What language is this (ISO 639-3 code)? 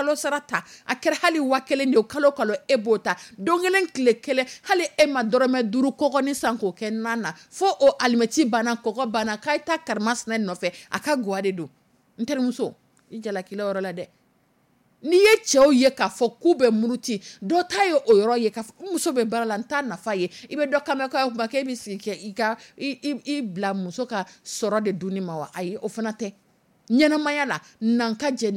dyu